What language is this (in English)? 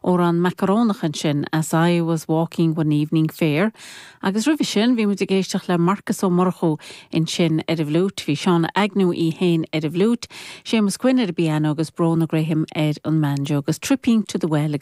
Irish